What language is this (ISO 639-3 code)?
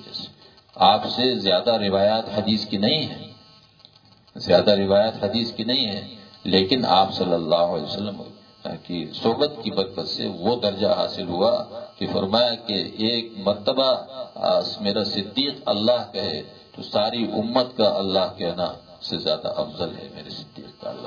urd